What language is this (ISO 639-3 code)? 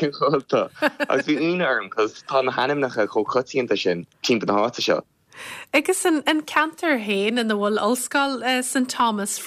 gle